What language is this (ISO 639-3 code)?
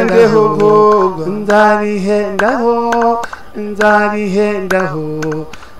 kin